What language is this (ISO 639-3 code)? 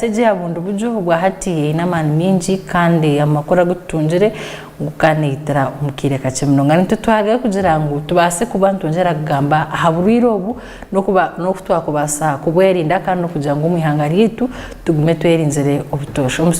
nyn